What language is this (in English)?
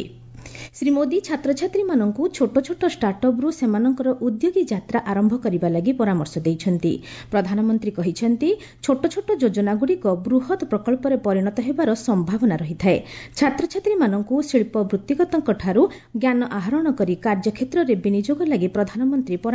Odia